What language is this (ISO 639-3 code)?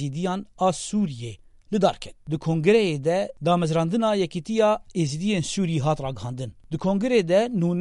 kur